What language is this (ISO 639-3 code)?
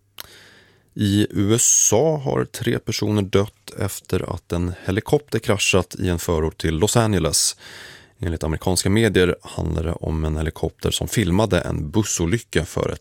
swe